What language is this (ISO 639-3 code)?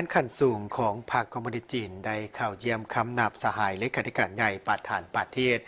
lao